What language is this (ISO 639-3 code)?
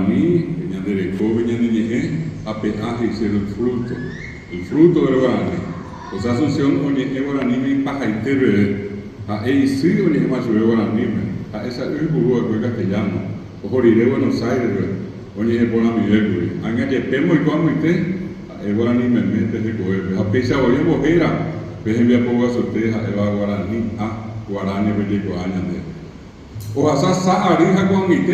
grn